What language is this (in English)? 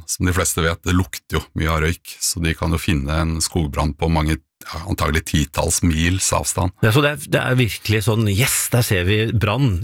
Norwegian